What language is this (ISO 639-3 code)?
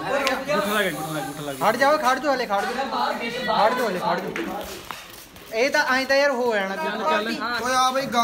pan